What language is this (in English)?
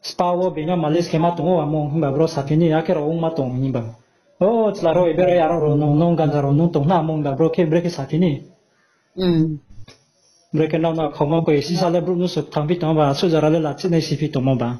Riang (India)